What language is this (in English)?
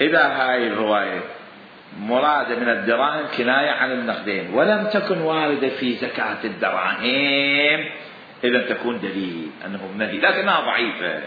Mesopotamian Arabic